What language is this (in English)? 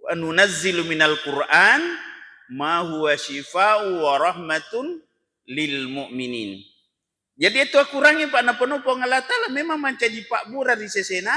Buginese